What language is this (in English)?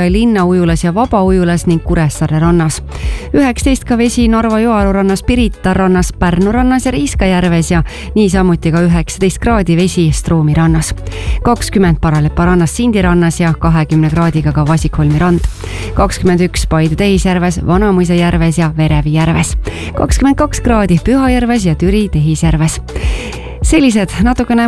Estonian